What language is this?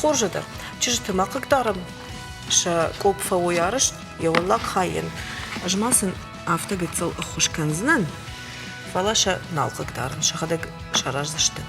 Ossetic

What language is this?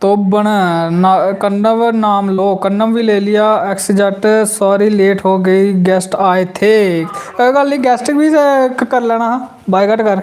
Dogri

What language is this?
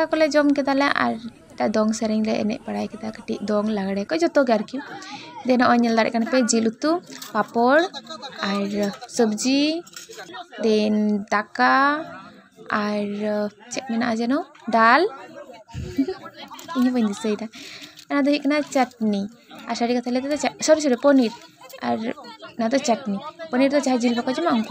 Santali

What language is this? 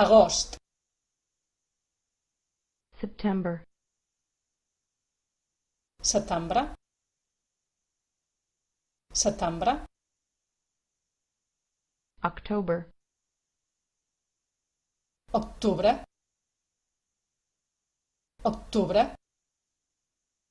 Catalan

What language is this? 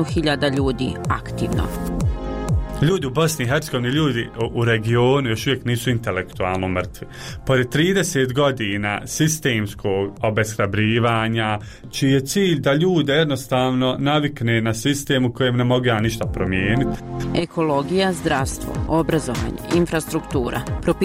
Bosnian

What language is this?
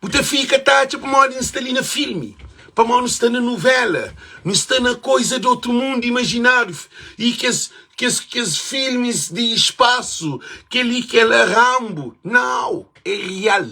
Kabuverdianu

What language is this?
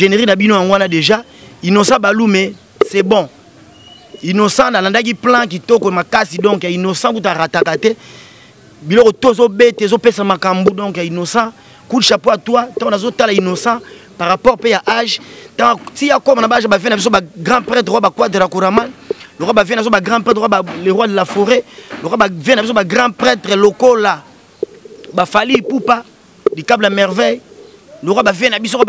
Lingala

